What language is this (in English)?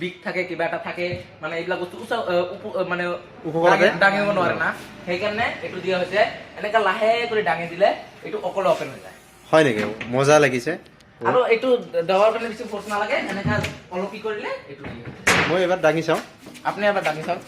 Assamese